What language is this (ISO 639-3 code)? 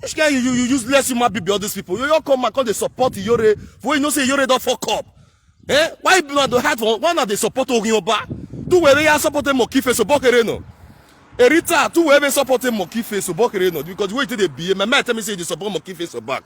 pcm